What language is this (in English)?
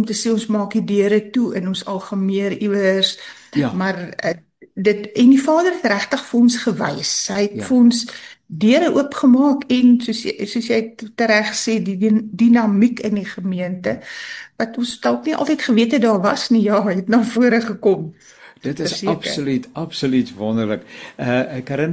Afrikaans